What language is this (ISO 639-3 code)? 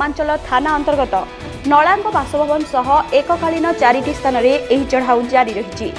ori